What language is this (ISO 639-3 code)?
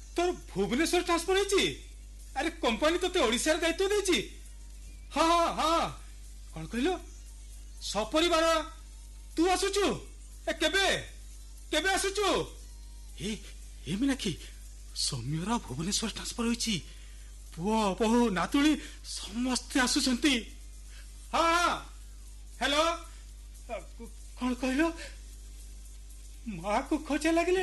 ori